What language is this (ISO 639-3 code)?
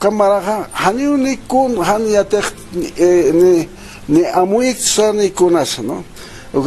aym